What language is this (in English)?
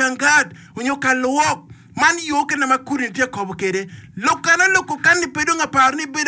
Acoli